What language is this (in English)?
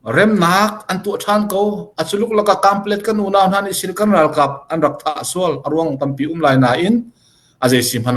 Hakha Chin